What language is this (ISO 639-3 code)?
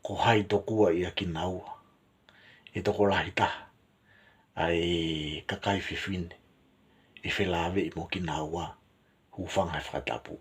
ton